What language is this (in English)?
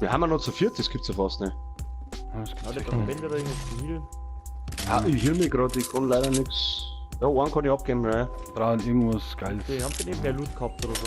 Bavarian